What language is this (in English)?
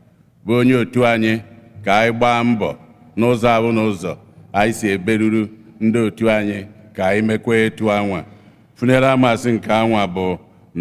Igbo